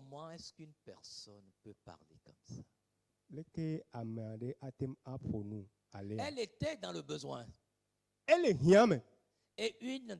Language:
Ewe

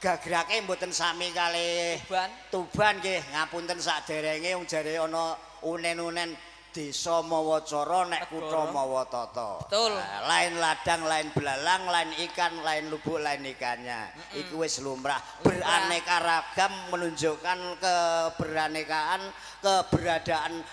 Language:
Javanese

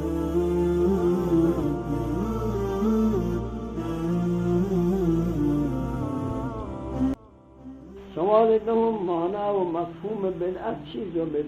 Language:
Tajik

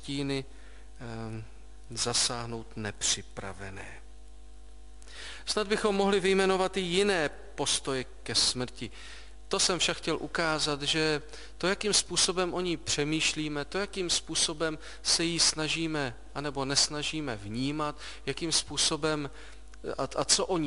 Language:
Czech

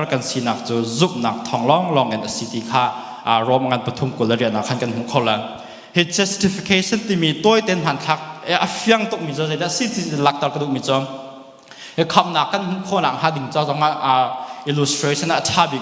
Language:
Hakha Chin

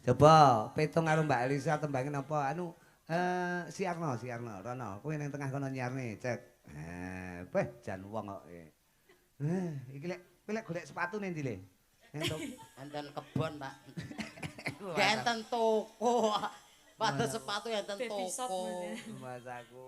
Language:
Javanese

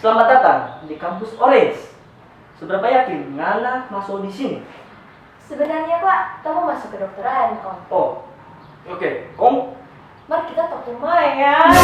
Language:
Manado Malay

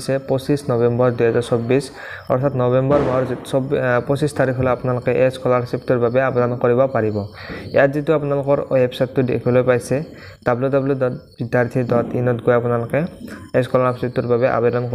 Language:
Assamese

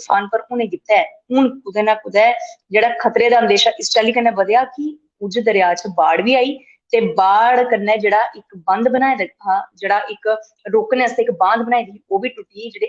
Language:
Dogri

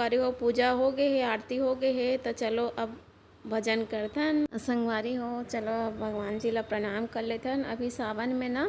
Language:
Chhattisgarhi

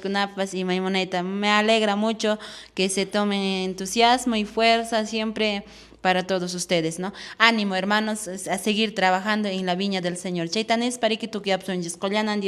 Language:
Quechua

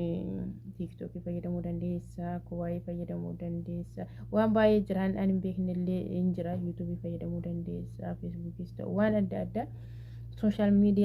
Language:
Oromo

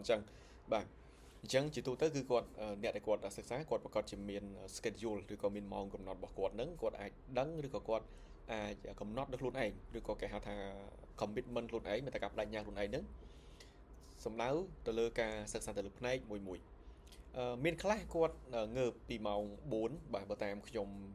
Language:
Khmer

